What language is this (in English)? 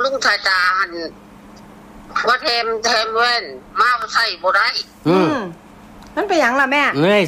Northeastern Thai